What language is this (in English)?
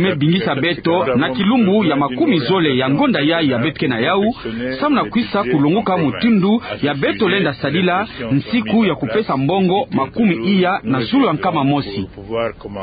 Kituba (Democratic Republic of Congo)